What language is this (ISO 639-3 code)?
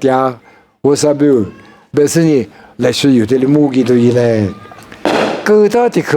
lis